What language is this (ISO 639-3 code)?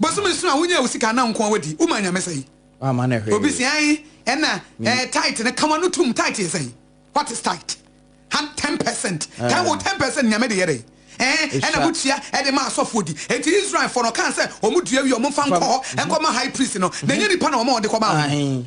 aka